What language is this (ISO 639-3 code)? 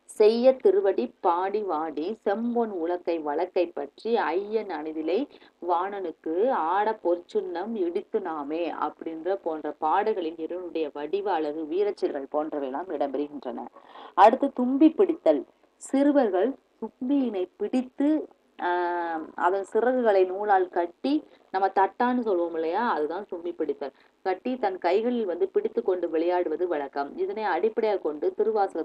tam